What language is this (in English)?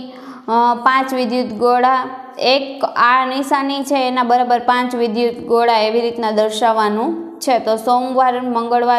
Gujarati